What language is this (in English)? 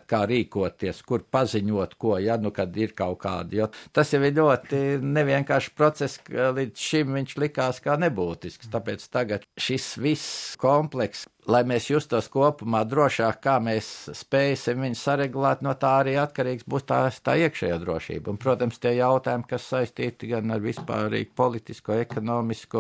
Latvian